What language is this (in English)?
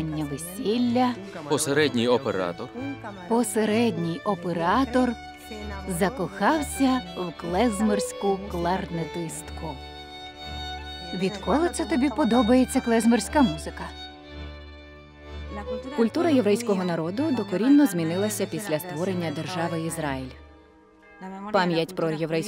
Ukrainian